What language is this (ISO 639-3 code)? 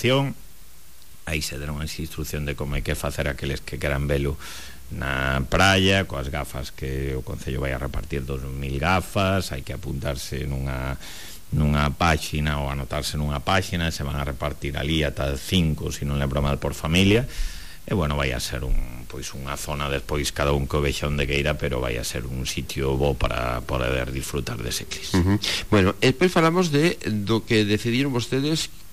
glg